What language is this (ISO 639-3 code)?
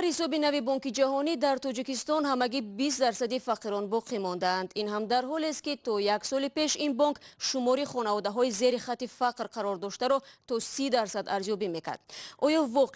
tgk